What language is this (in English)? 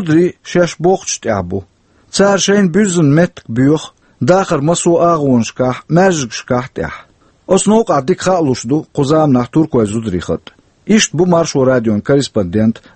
Chechen